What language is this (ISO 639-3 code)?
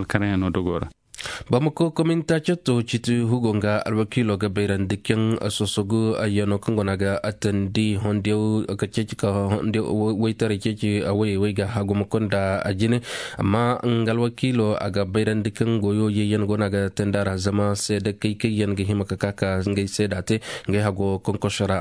dje